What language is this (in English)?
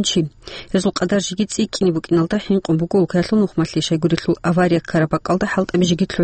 Avaric